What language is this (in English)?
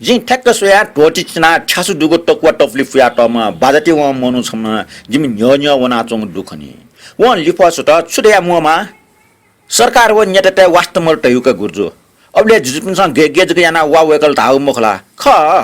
Newari